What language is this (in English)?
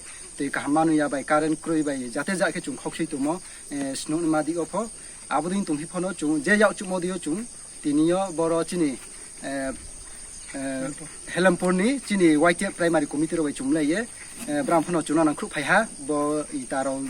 Riang (India)